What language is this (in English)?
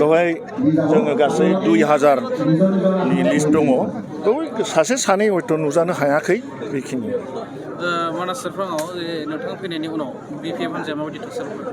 Bodo